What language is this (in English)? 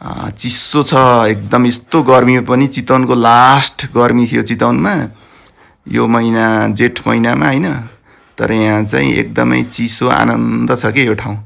Nepali